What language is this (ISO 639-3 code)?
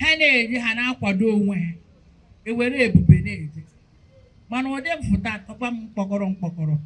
ibo